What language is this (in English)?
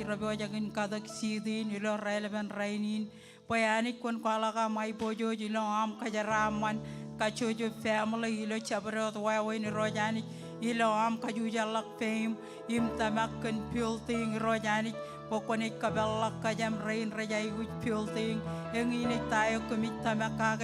Marshallese